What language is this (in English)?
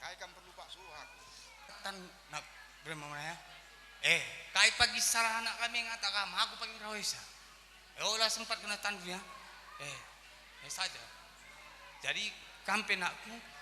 Batak Karo